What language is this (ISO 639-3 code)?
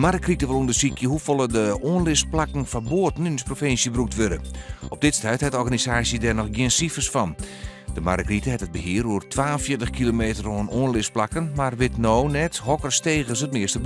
fry